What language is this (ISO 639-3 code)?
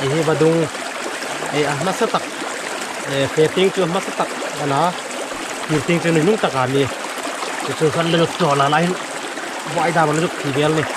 hmr